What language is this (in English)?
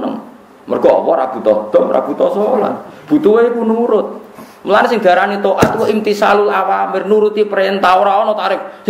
Javanese